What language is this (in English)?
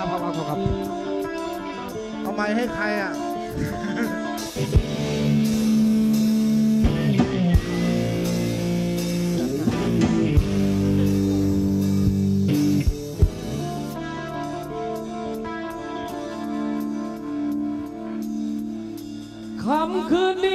Thai